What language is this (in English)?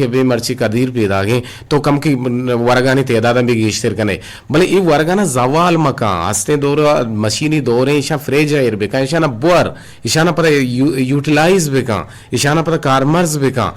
Eastern Balochi